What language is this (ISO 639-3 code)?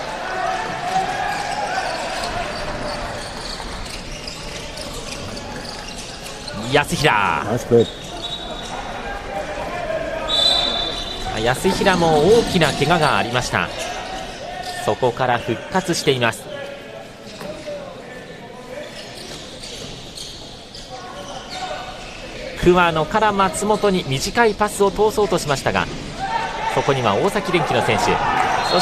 jpn